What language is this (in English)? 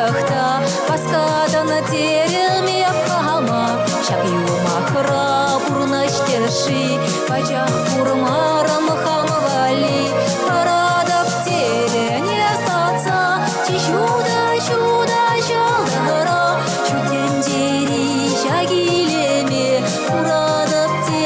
Chuvash